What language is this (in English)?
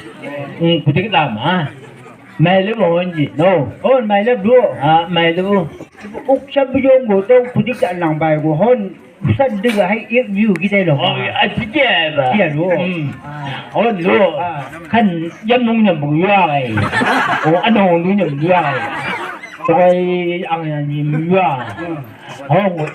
Chang Naga